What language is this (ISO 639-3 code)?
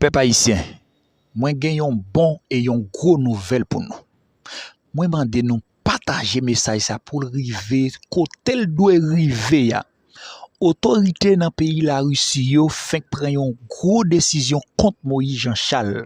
hat